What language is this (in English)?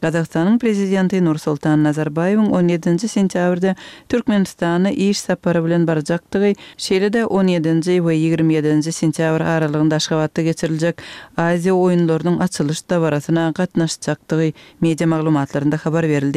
Kyrgyz